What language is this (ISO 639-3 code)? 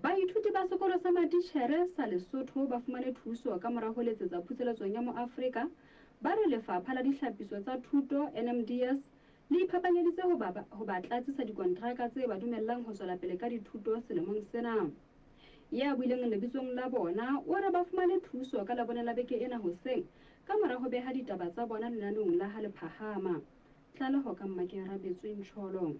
sot